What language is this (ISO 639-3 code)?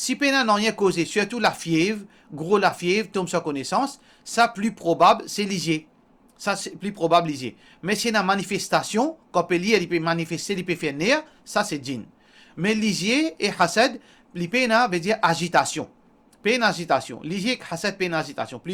mfe